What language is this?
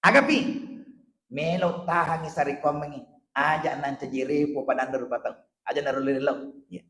Buginese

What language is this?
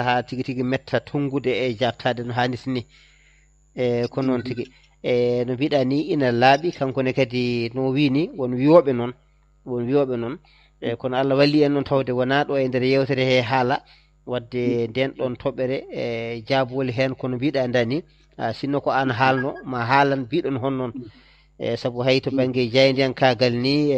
Fula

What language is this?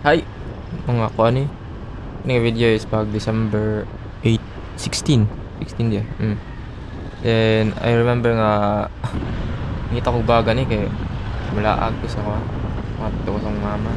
Cebuano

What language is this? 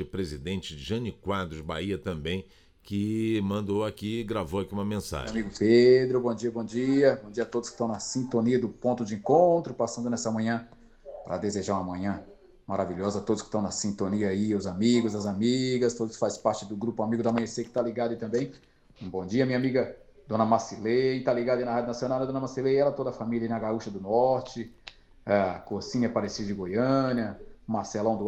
Portuguese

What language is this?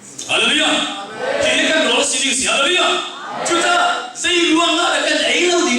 Hakha Chin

